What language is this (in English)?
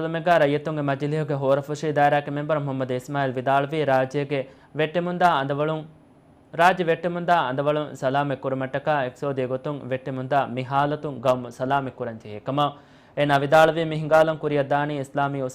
Divehi